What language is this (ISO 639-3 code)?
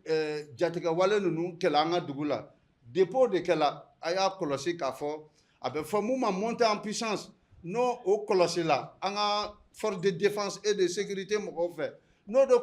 bam